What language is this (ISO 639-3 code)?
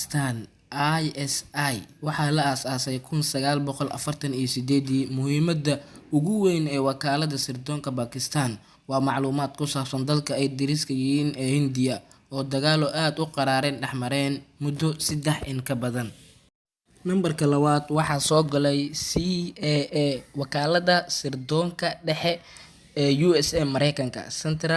som